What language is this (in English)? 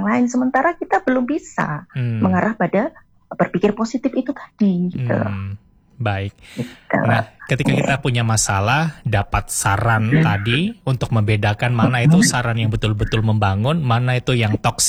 Indonesian